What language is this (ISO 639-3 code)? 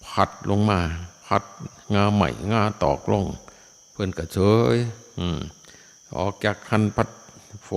tts